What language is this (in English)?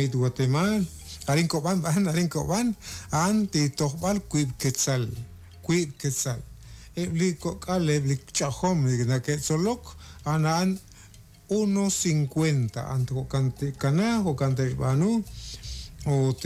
Kekchí